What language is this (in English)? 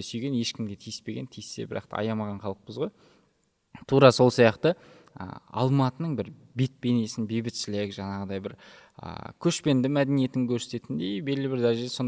Kazakh